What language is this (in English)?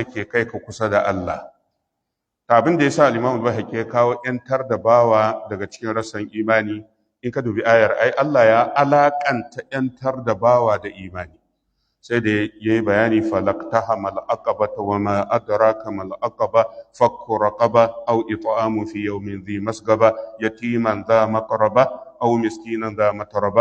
Hausa